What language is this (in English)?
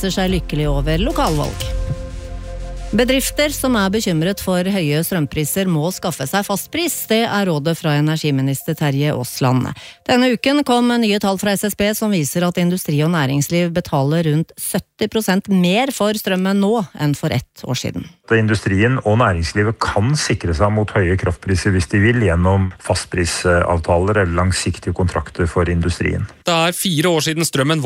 Norwegian